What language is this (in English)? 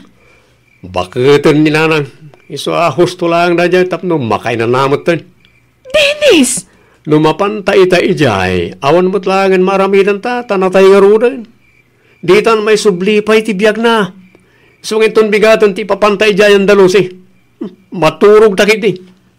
Iloko